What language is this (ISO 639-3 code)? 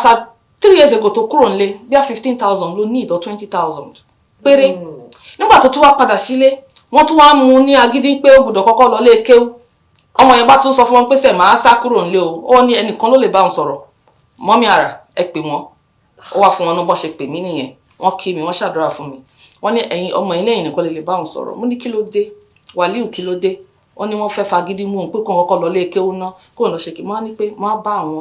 yor